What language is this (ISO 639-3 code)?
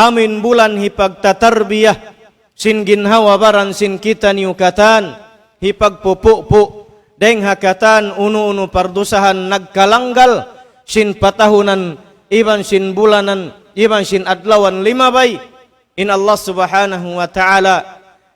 tsg